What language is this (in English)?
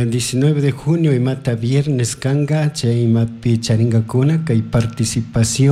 Chimborazo Highland Quichua